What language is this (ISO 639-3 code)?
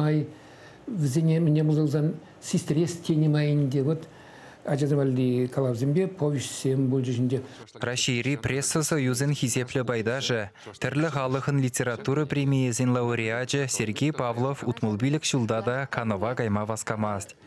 chv